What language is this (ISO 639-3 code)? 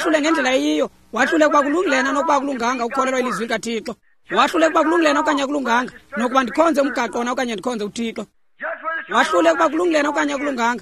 xho